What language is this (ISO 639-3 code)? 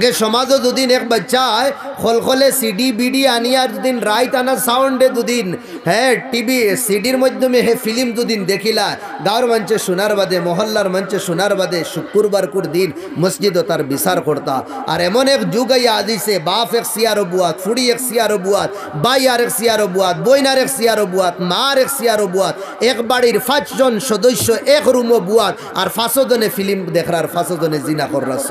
syl